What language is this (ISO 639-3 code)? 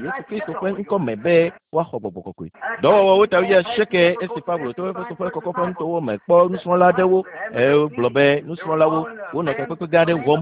ewe